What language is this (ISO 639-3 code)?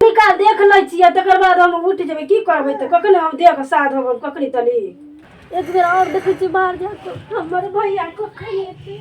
mai